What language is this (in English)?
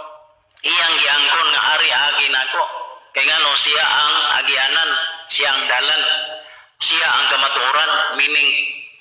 Cebuano